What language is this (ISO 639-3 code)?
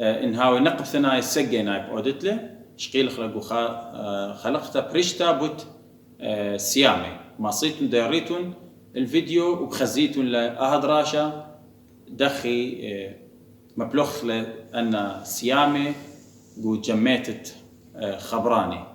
aii